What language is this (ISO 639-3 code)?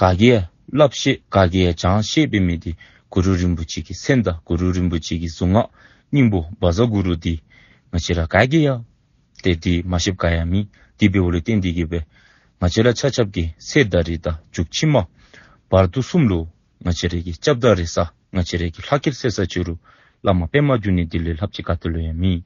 dzo